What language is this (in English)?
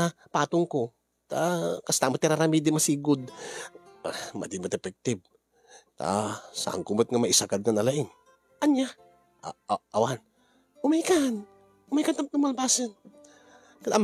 Iloko